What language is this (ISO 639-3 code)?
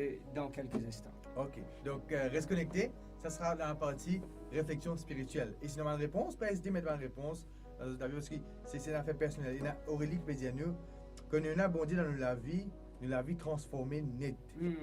mfe